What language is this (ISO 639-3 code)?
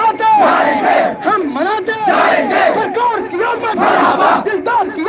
kas